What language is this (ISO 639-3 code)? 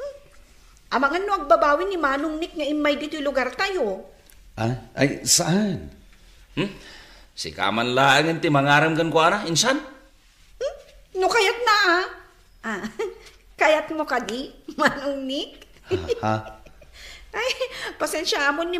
ilo